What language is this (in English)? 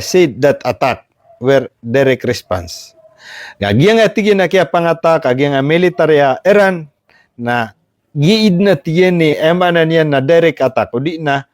Maranao